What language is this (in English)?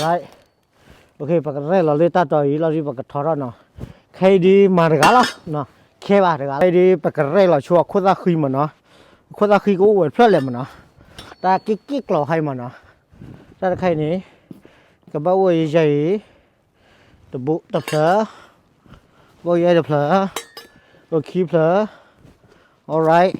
S'gaw Karen